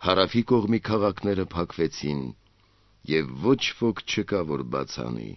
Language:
Armenian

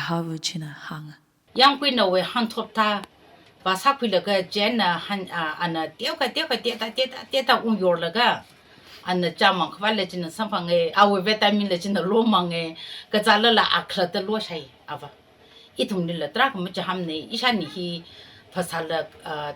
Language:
Tangkhul Naga (India)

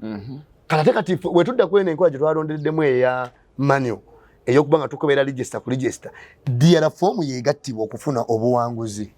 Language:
Ganda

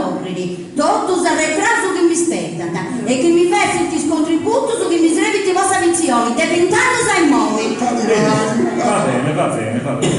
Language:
Sardinian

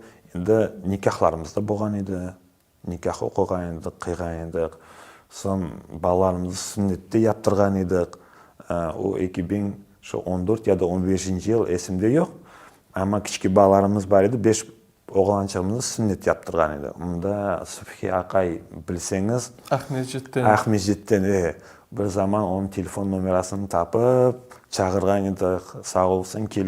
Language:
Crimean Tatar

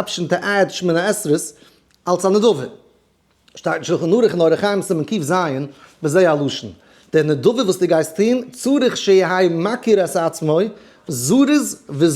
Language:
Yiddish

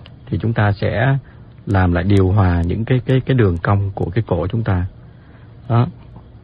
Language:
Vietnamese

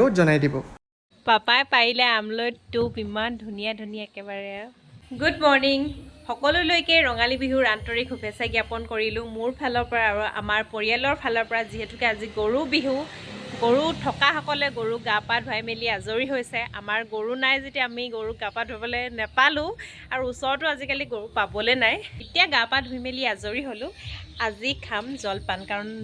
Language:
Assamese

